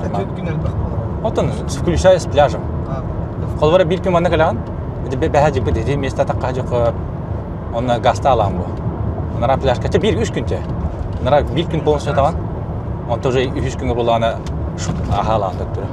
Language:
Yakut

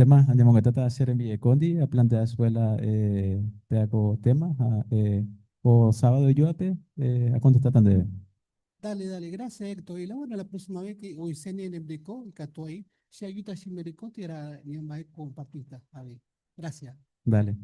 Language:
Guarani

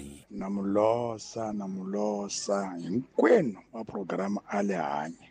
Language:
Tsonga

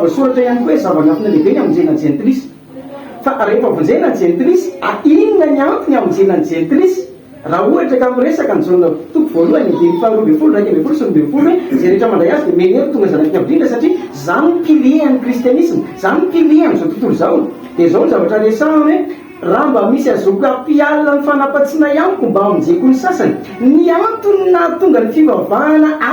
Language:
Malagasy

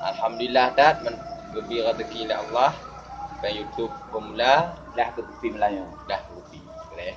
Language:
Achinese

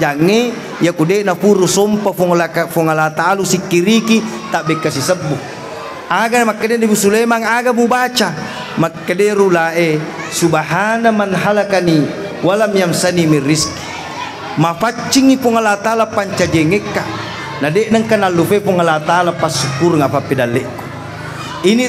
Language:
Buginese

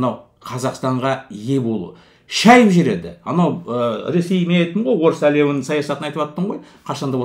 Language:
Kazakh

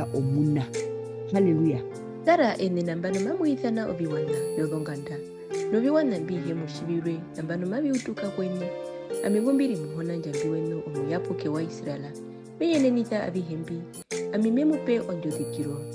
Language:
Herero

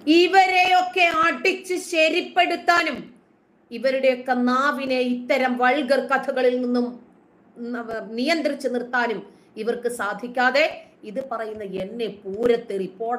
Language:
Malayalam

